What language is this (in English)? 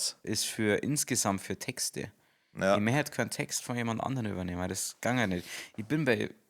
Bavarian